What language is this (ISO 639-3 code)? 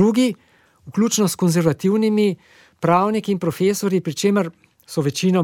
slv